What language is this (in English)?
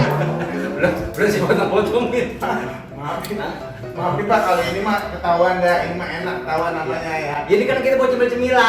Betawi